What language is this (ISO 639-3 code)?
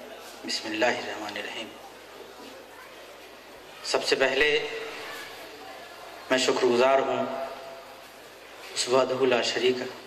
urd